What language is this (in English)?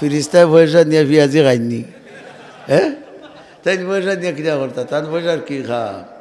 Sylheti